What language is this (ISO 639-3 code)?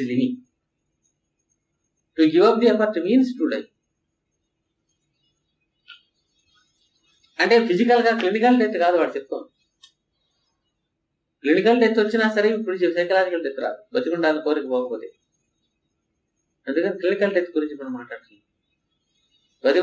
tel